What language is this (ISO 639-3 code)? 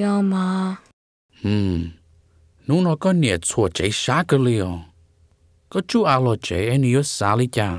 hmn